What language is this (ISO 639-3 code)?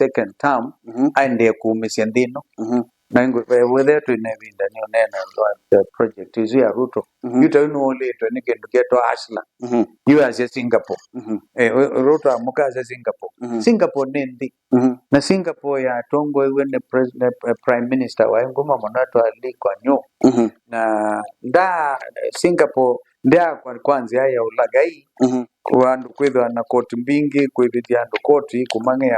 kam